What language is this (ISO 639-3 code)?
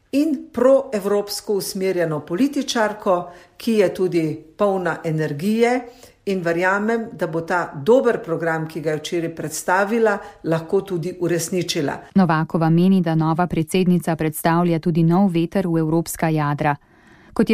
slv